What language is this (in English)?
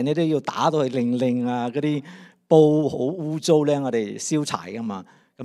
Cantonese